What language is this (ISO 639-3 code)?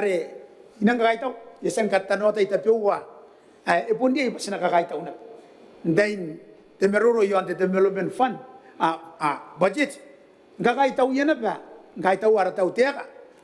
gil